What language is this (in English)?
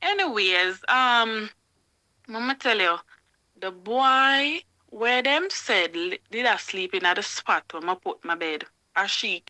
Jamaican Creole English